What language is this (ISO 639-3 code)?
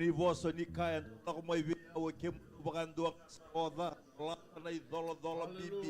fij